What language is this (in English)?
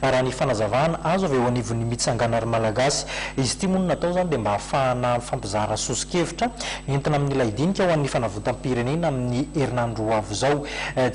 Malagasy